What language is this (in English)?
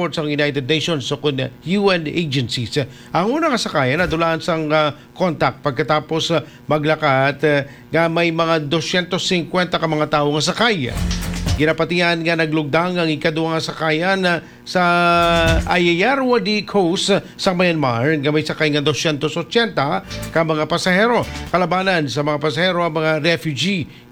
Hiligaynon